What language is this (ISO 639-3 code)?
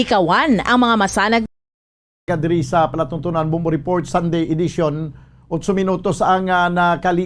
hil